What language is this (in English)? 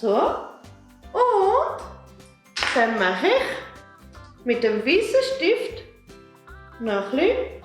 Swiss German